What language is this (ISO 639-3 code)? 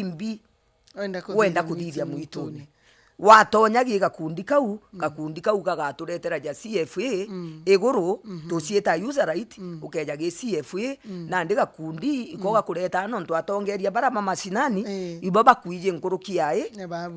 mer